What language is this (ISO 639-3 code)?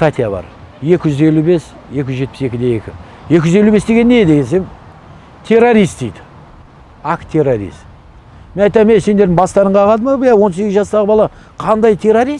kaz